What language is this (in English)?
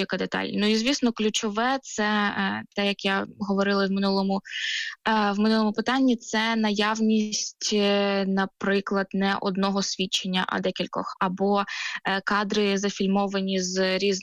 Ukrainian